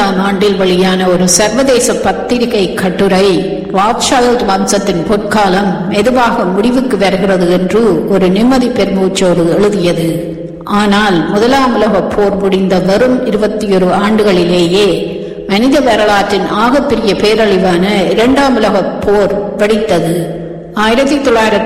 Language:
Tamil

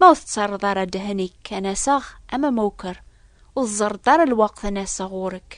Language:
Kabyle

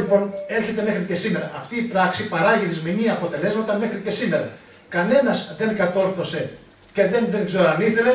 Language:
Greek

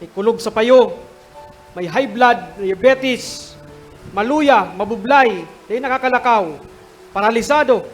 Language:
Bikol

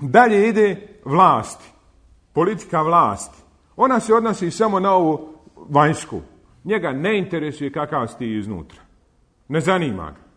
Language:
Bosnian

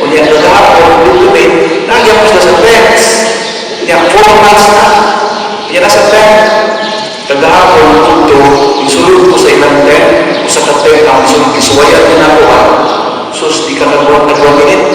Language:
Cebuano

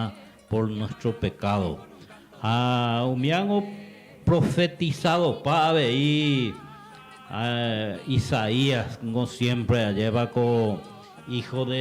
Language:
Guarani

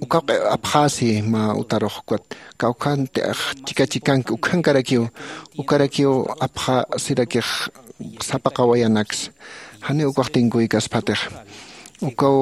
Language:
Aymara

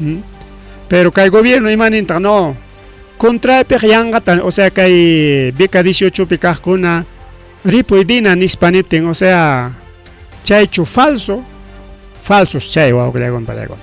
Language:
Ayacucho Quechua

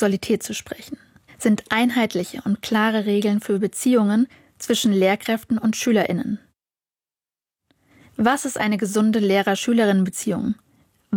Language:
German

